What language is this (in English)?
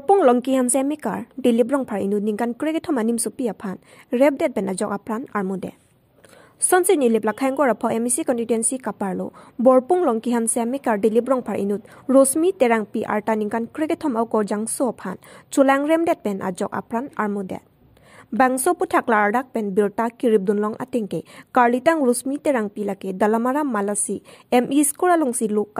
Karbi